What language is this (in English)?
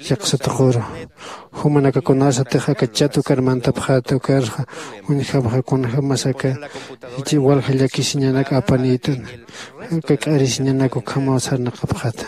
Aymara